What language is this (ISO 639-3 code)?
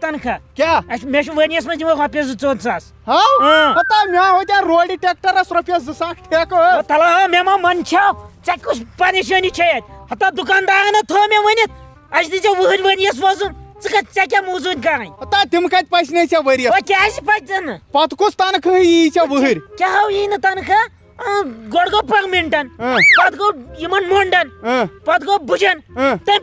kas